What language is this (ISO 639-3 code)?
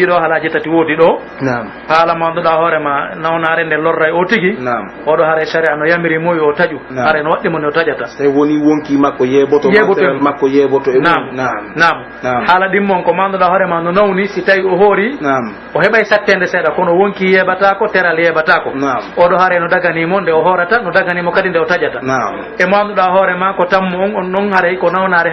fuf